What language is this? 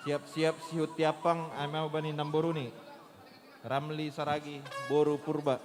Batak Simalungun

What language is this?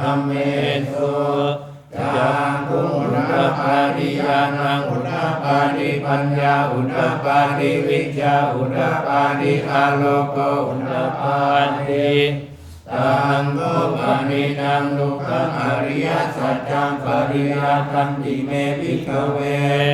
Pali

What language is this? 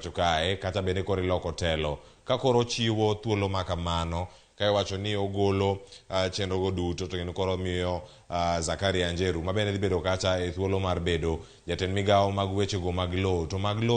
Luo (Kenya and Tanzania)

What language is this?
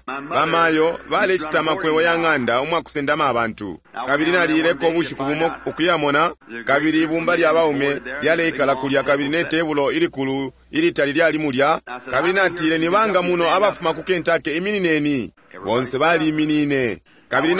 Bemba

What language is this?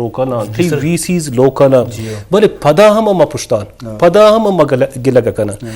Eastern Balochi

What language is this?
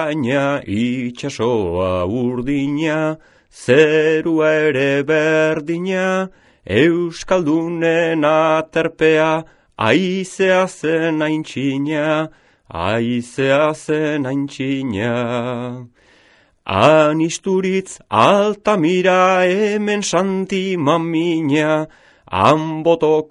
Basque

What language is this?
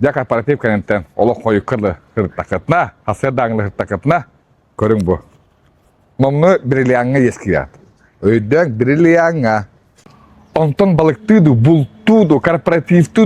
Yakut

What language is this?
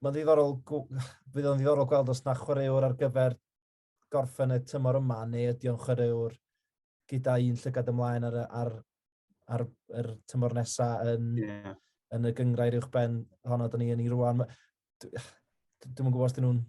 Welsh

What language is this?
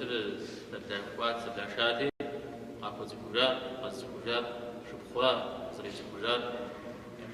Kabardian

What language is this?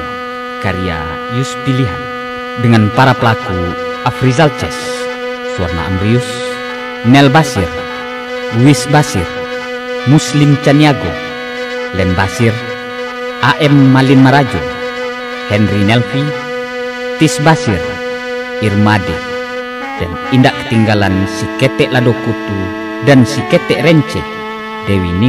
Minangkabau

